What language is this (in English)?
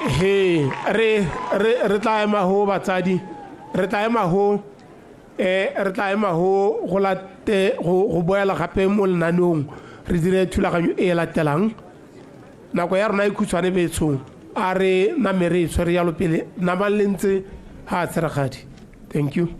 Tswana